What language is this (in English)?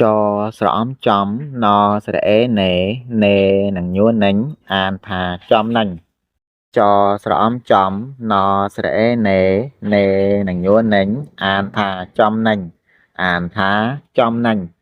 Khmer